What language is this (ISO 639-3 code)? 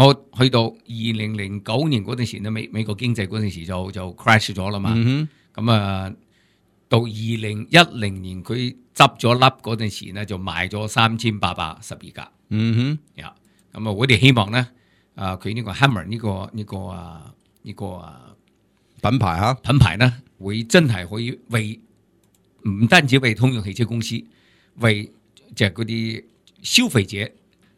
yue